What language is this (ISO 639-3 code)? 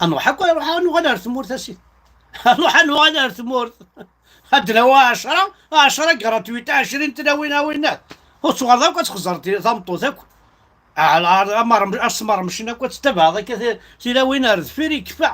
kab